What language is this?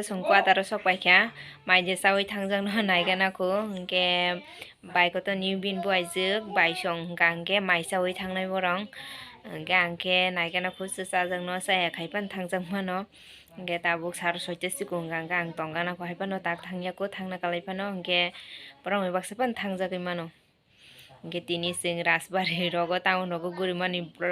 Kok Borok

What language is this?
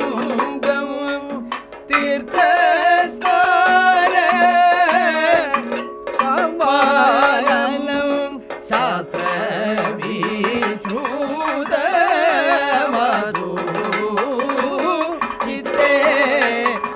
Malayalam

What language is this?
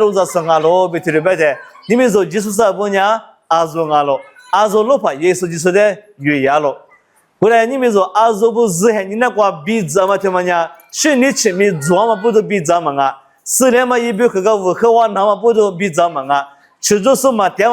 Lisu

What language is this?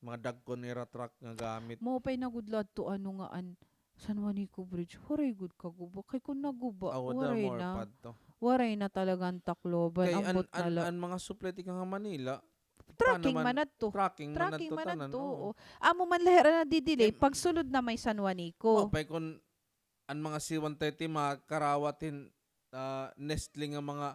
Waray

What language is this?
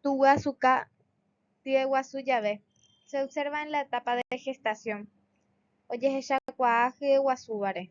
Guarani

